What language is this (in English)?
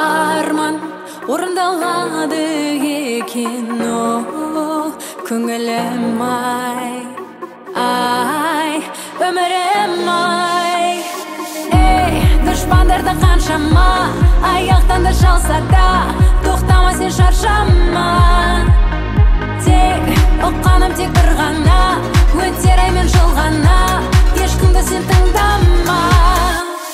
Kazakh